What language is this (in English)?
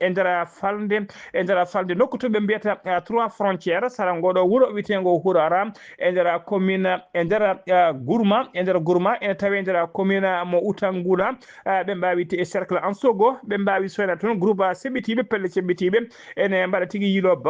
Fula